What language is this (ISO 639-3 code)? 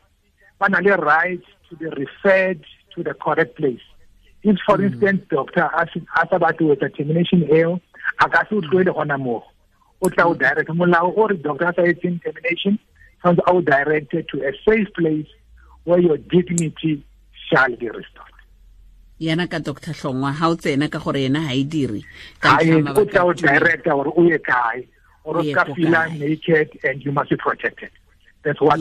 tsn